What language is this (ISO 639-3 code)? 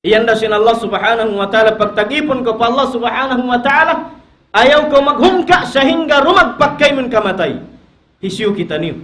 tsg